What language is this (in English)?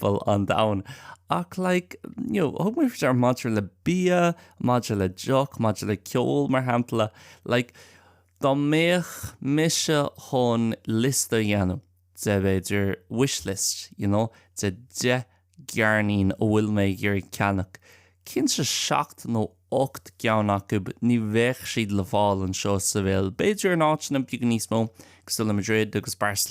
Irish